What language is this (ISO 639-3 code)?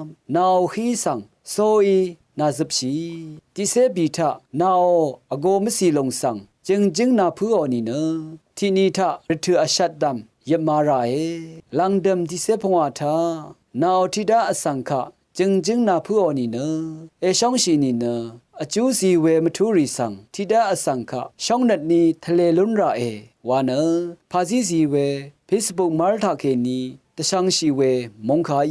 raw